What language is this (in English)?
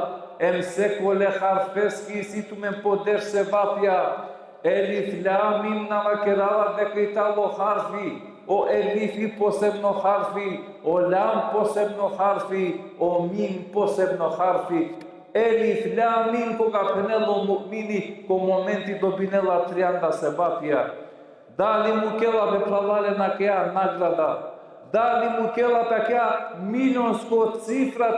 Balkan Romani